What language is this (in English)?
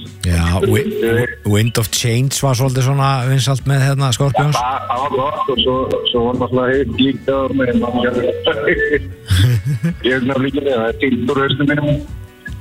Icelandic